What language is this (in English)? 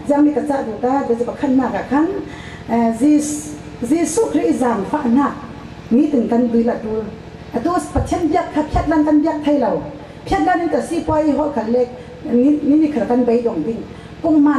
Falam Chin